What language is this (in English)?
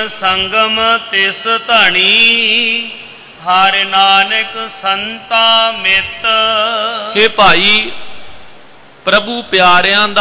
Punjabi